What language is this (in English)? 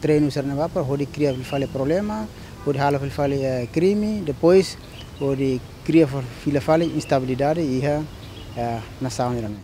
Tetum